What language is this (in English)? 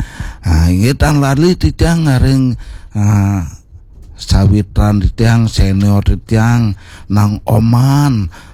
Balinese